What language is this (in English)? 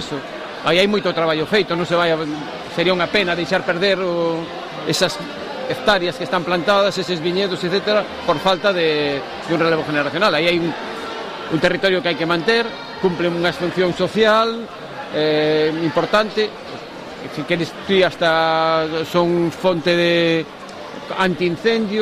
Galician